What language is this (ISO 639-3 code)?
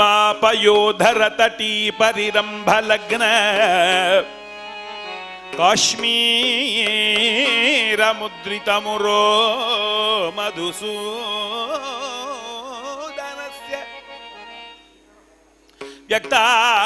san